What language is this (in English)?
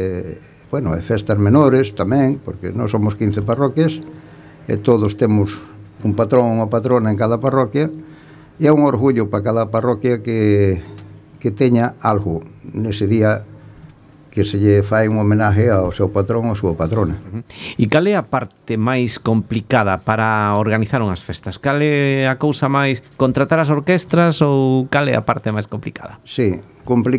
Galician